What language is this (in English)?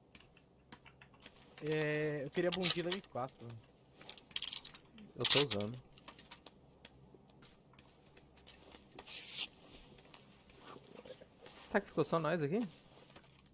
Portuguese